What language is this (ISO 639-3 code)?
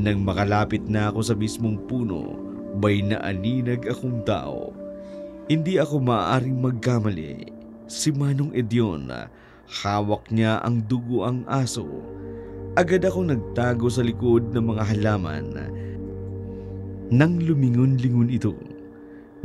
fil